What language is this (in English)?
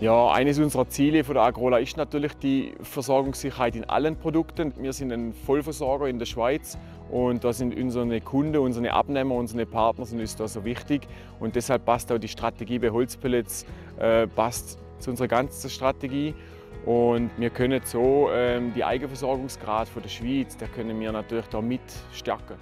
Swiss German